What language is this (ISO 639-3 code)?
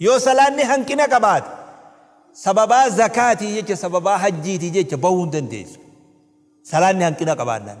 orm